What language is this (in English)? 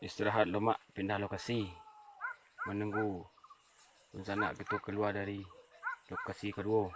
Minangkabau